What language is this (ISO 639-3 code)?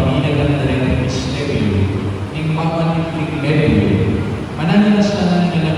pam